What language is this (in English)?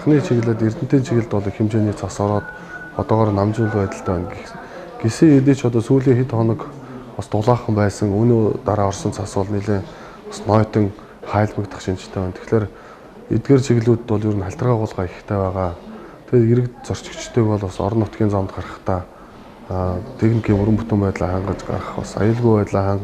Mongolian